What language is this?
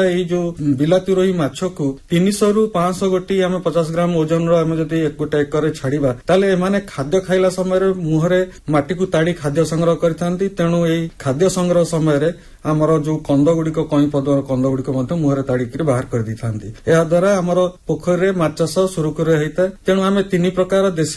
Odia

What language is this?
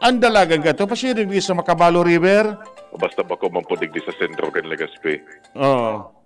Bikol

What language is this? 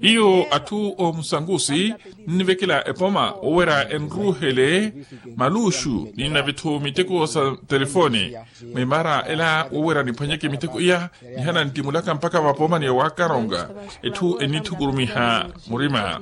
Makhuwa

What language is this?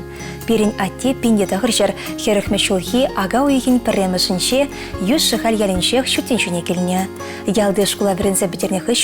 Chuvash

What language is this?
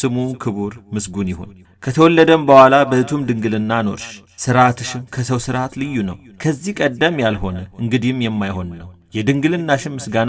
Amharic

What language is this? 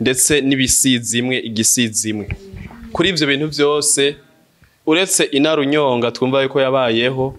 Rundi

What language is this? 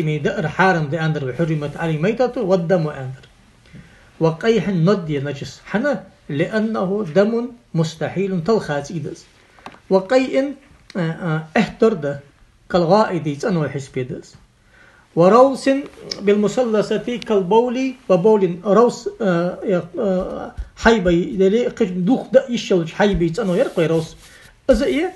Ingush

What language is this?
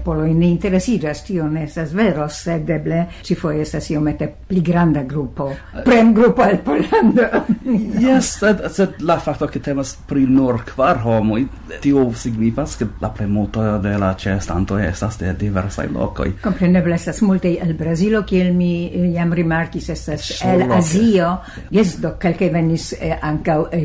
Esperanto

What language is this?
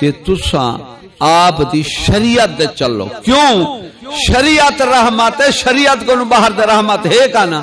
Saraiki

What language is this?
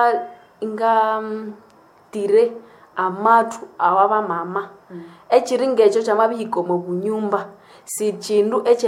Nande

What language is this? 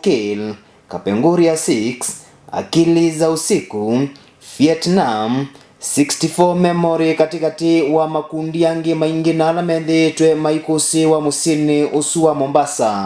Kamba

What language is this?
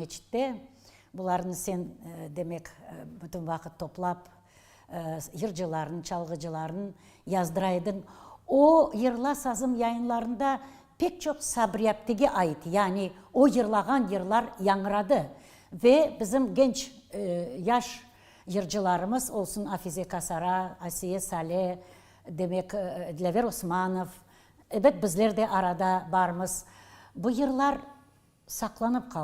Crimean Tatar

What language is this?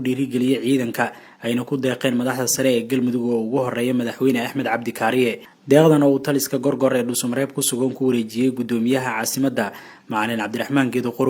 Somali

